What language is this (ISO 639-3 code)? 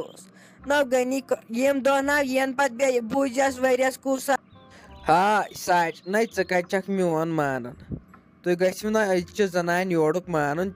kas